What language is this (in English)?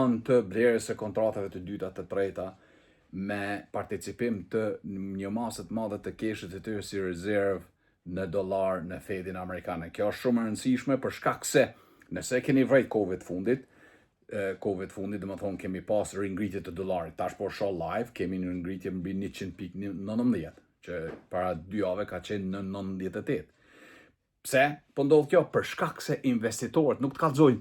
Albanian